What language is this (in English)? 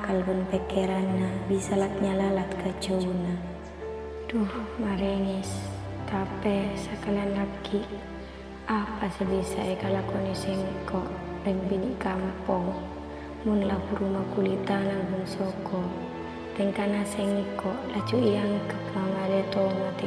Madurese